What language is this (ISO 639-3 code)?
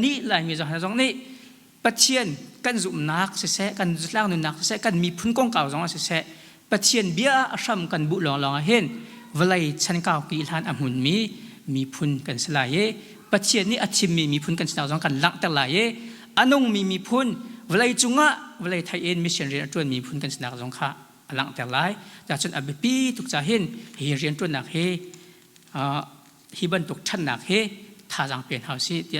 cnh